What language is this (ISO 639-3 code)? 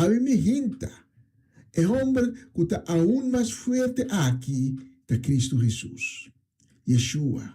pap